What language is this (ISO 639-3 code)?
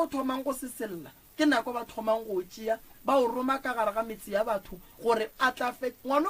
nso